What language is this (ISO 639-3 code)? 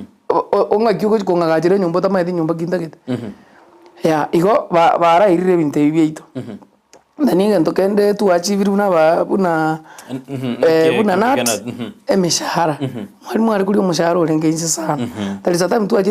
guz